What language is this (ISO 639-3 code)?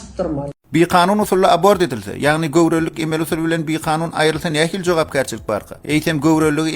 tuk